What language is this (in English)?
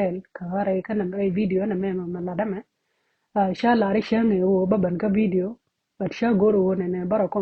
Nuer